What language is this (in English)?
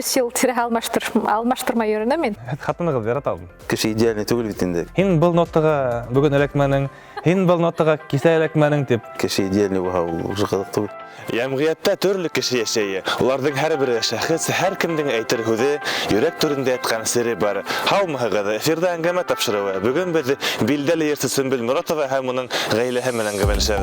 Bashkir